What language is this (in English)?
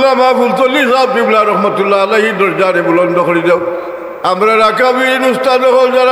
Sylheti